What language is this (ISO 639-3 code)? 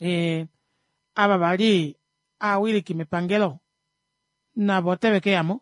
kua